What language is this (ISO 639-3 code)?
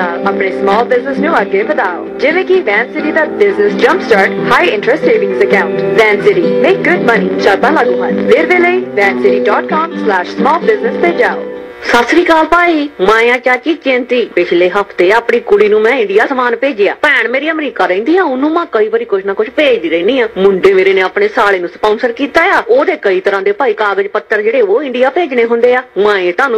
pan